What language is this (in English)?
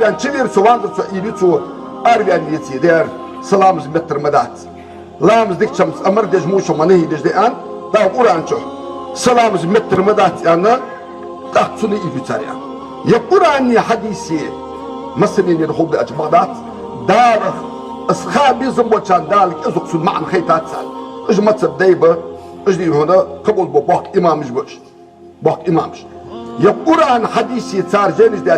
Ingush